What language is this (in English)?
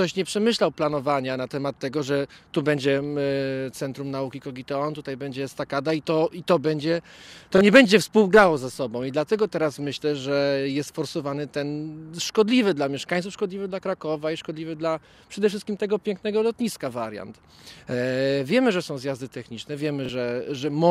Polish